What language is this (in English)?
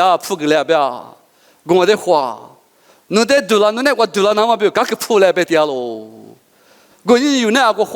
Lisu